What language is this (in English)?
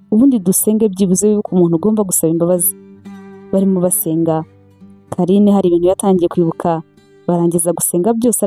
Kinyarwanda